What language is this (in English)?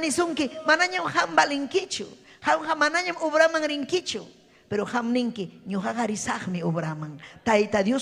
Ayacucho Quechua